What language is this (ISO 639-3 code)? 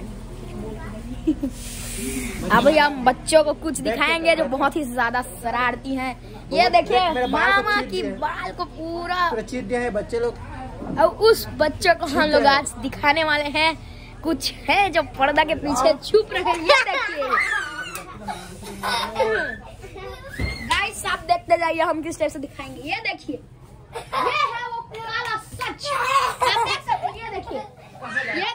hin